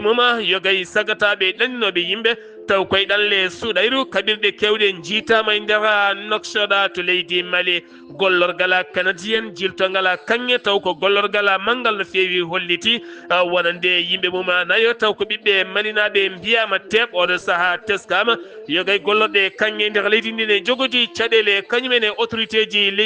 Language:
Fula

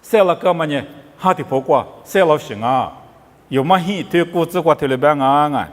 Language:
Lisu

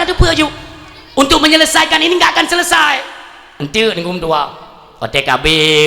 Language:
Achinese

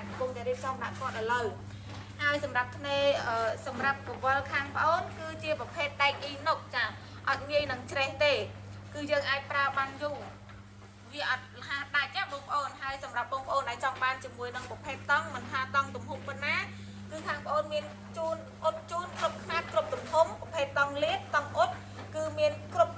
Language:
Khmer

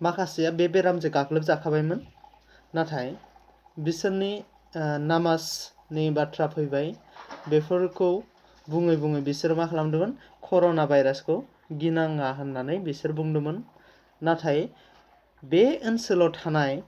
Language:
Bodo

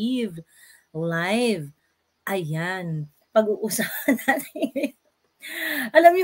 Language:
Filipino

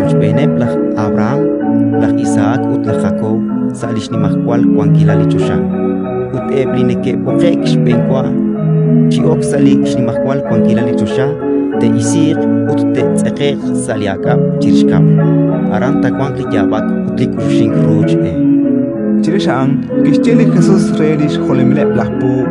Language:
Kekchí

